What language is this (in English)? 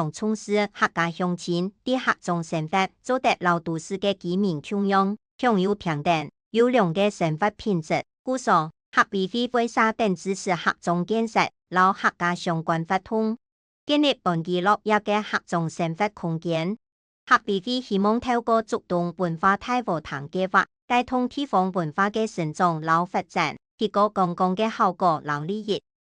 Hakka Chinese